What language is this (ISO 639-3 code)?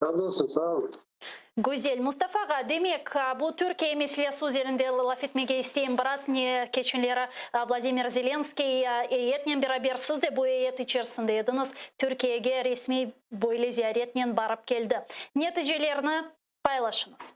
crh